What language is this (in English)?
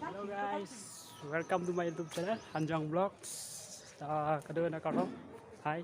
Karbi